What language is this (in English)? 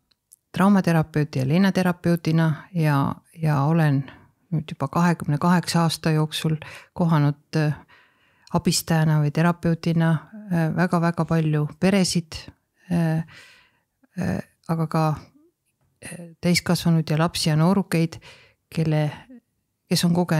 Estonian